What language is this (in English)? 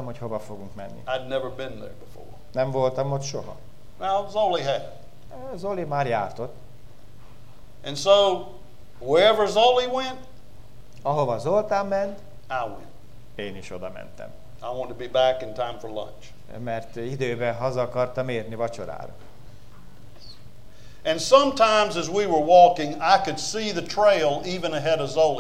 Hungarian